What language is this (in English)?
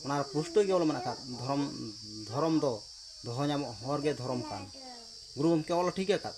Santali